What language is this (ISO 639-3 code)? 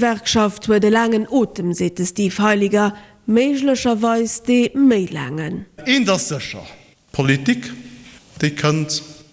ltz